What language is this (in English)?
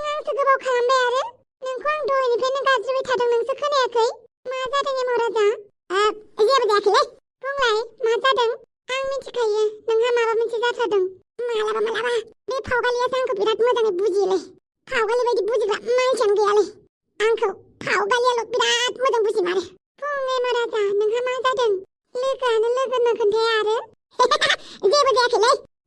Bodo